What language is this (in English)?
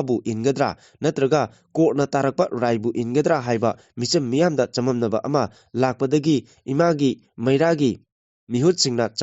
Manipuri